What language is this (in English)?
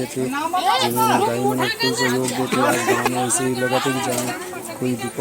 Chhattisgarhi